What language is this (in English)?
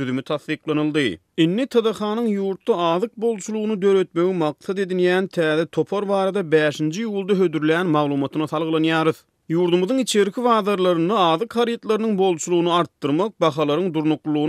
Turkmen